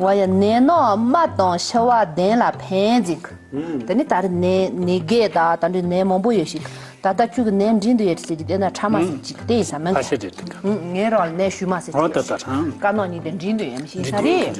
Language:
Tibetan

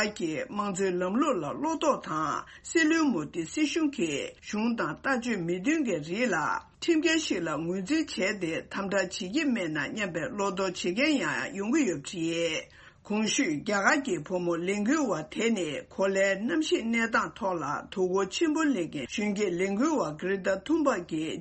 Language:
Tibetan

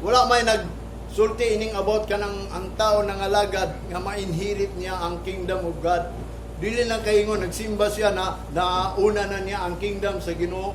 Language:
Cebuano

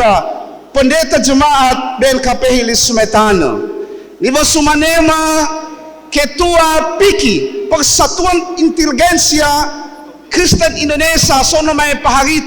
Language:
Nias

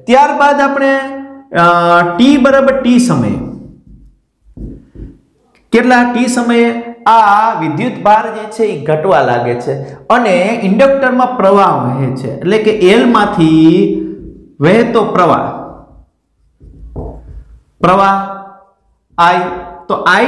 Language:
Gujarati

